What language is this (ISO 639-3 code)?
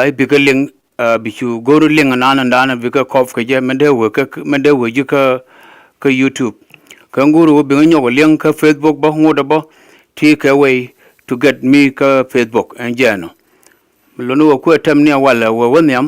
nus